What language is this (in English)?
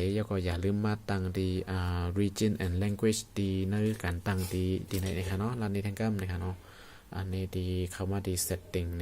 Shan